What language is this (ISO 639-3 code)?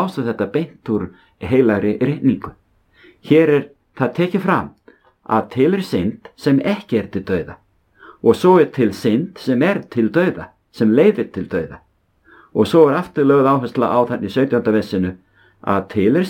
isl